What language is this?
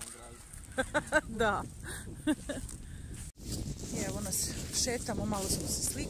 Serbian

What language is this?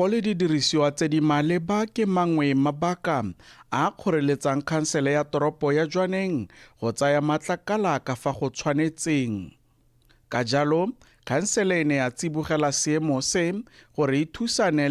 Tswana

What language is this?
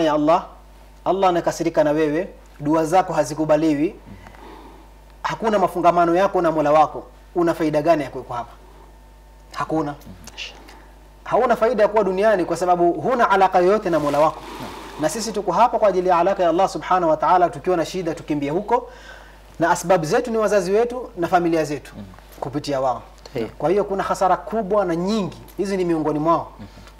Swahili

